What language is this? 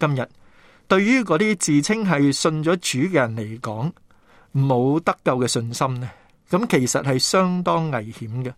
Cantonese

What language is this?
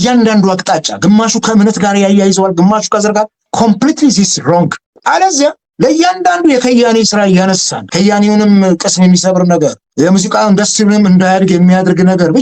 Amharic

